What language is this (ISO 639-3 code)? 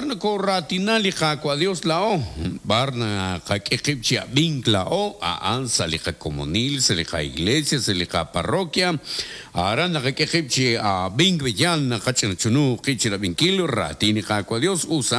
kek